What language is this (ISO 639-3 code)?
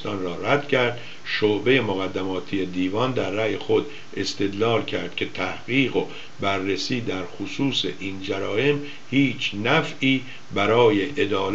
fas